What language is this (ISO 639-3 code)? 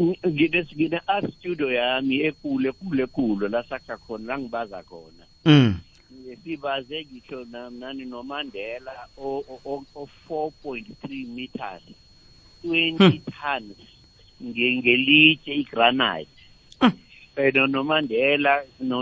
nbl